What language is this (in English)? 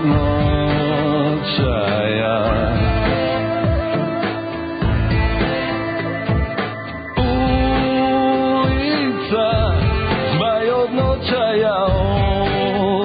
Serbian